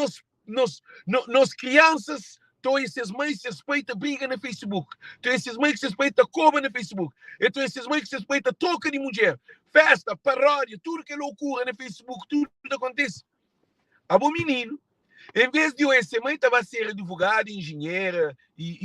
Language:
Kabuverdianu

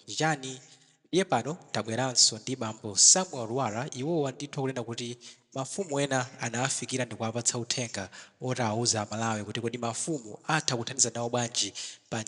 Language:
Nyanja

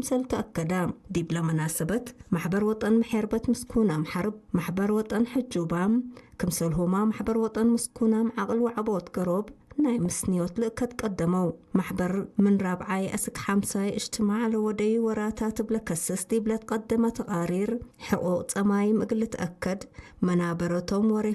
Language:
Tigre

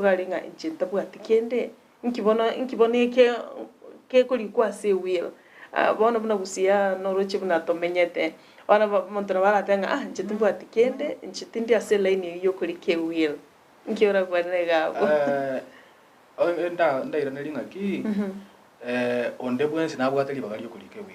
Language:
Gusii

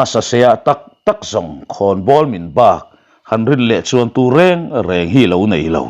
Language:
Mizo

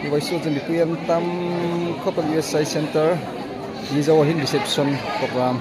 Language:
Hmar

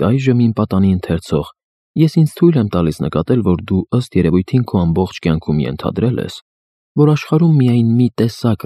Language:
Armenian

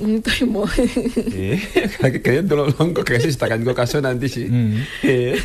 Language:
Kuanyama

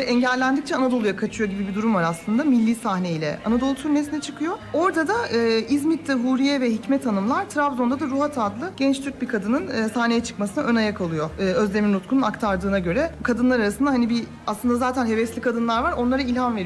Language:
Turkish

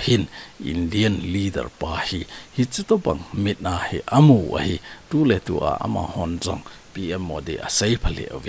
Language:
Thado Chin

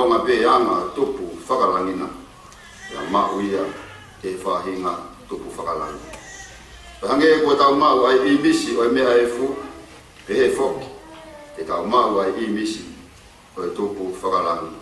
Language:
Tongan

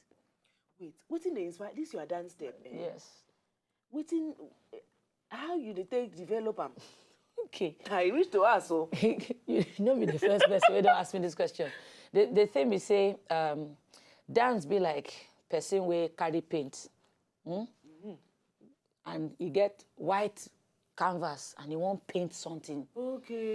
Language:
Nigerian Pidgin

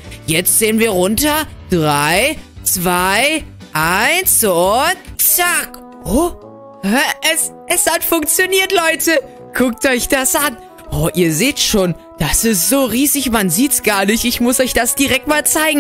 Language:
German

